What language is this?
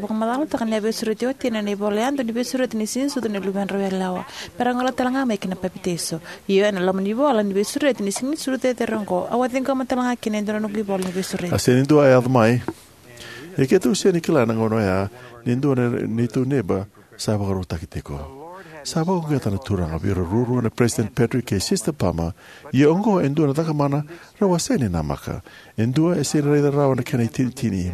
Fijian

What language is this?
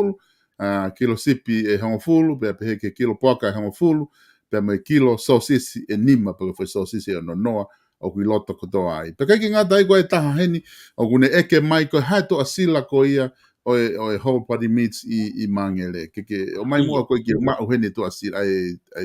Tongan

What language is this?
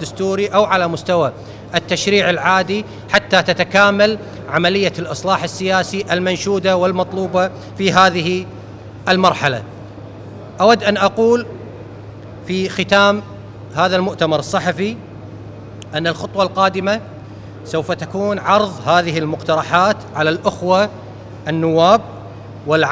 Arabic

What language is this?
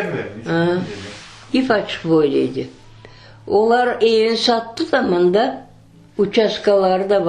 Crimean Tatar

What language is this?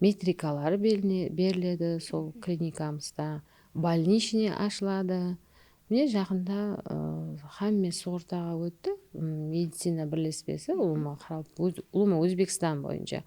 Kara-Kalpak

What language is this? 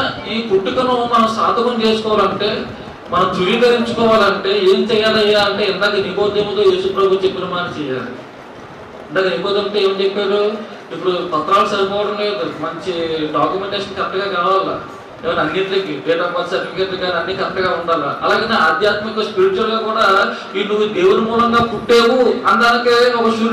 Telugu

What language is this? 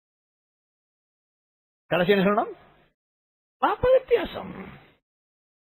Tamil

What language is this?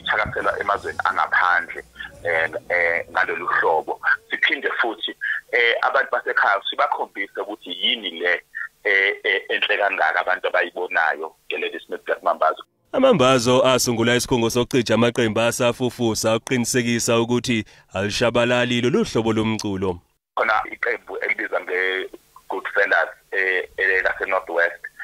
Zulu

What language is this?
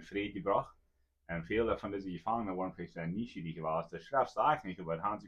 Plautdietsch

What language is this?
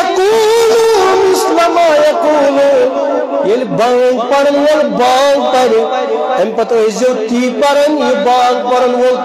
Kashmiri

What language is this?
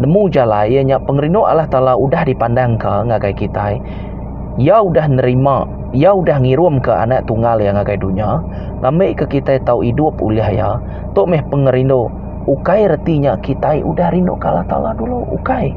Iban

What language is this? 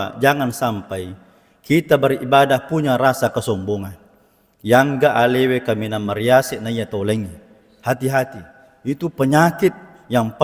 Buginese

